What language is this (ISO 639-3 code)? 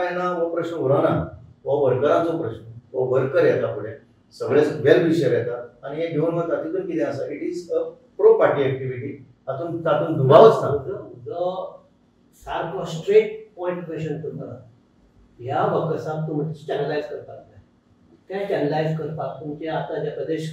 kok